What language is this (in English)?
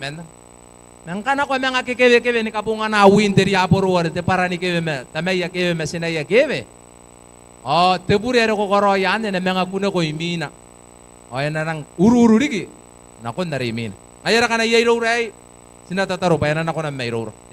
Gilbertese